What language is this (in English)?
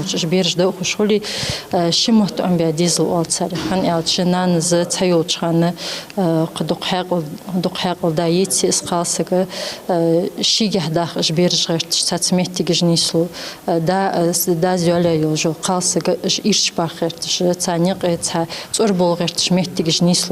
Ingush